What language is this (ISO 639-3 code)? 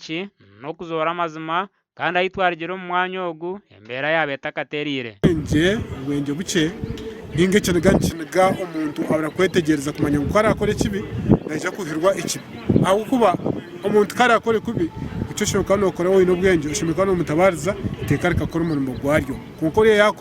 nyn